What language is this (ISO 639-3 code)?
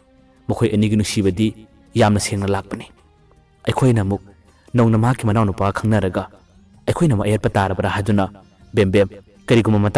mni